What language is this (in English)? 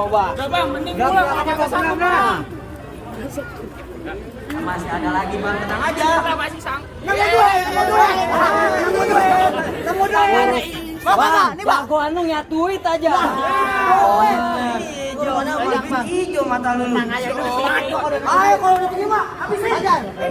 Betawi